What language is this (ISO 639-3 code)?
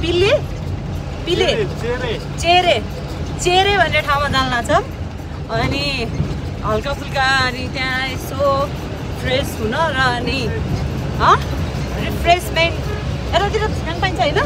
nep